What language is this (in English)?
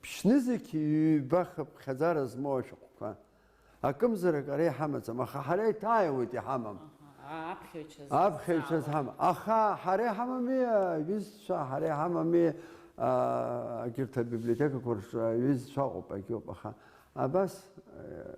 Abkhazian